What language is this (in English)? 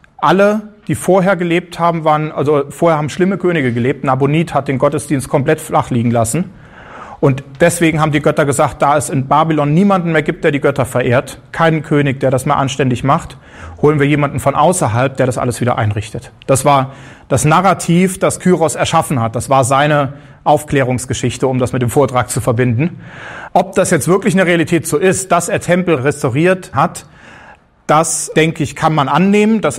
German